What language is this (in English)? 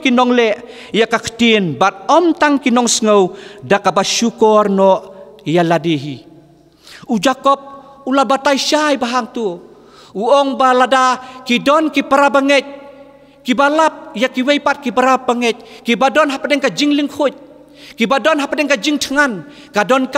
Khasi